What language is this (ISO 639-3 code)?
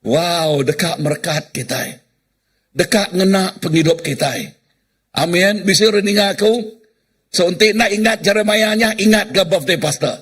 iba